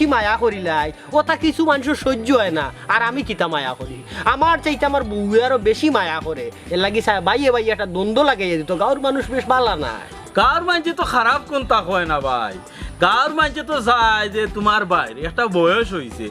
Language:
Sylheti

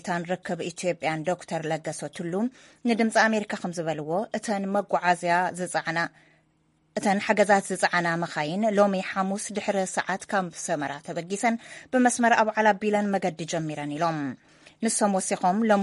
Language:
Tigrinya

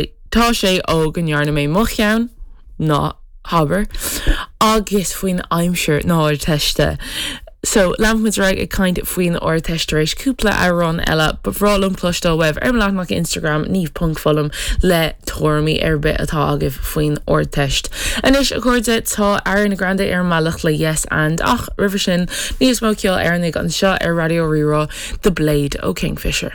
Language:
Irish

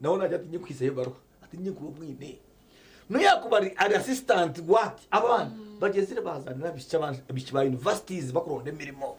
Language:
Nyankole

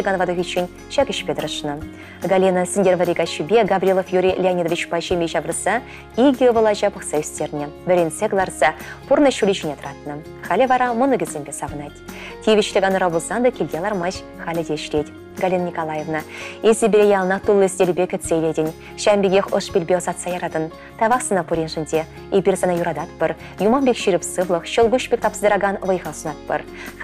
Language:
Chuvash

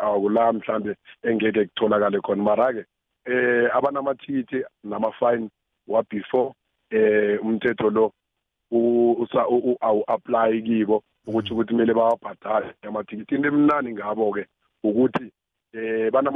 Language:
South Ndebele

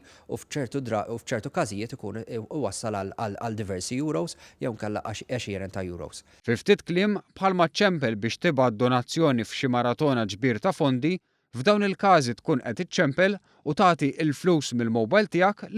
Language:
Maltese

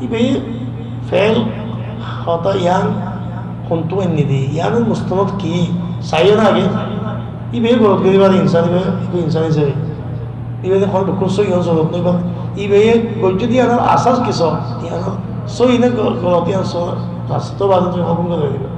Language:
Rohingya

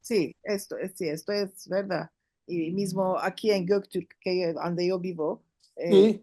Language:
Ladino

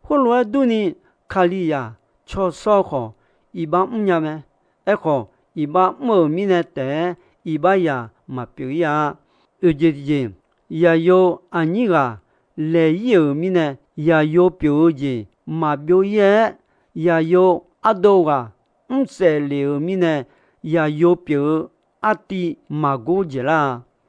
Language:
Akha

